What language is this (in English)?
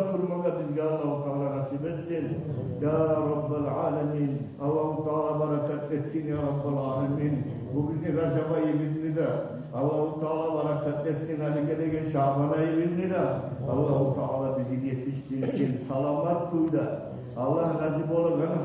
Kumyk